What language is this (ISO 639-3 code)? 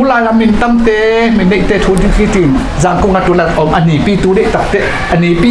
ctd